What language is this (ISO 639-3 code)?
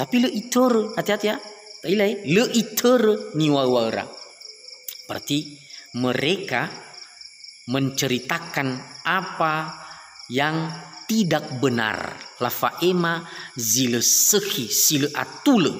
nia